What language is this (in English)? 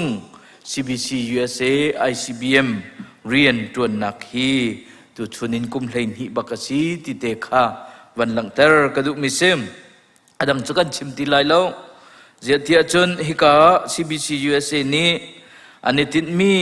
Hakha Chin